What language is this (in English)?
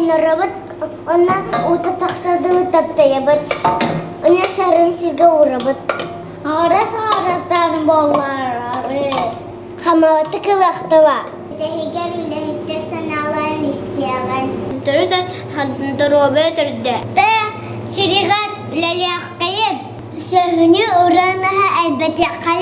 Yakut